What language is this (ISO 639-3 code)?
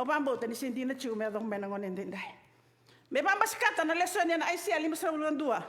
fij